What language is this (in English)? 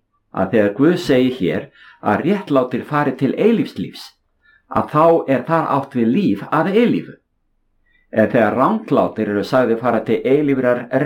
Icelandic